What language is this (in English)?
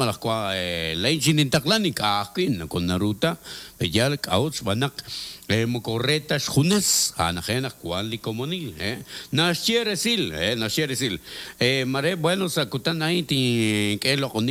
Kekchí